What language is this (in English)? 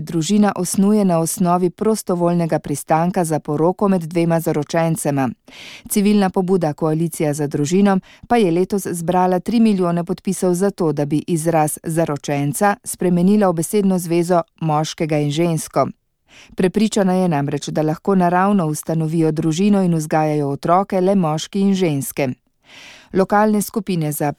Slovenian